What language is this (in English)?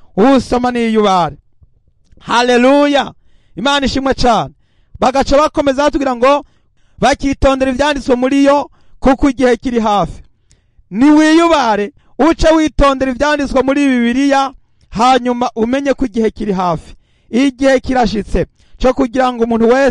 Rundi